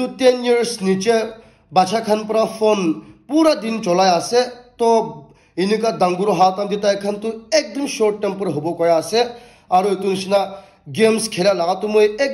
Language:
Naga Pidgin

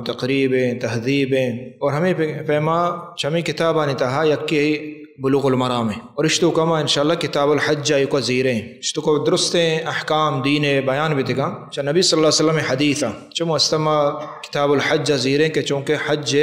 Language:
Baluchi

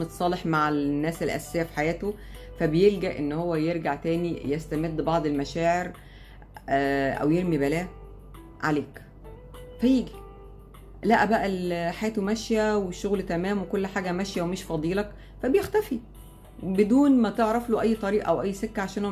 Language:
Egyptian Arabic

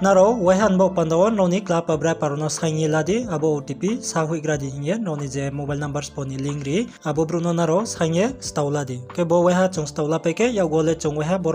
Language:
Riang (India)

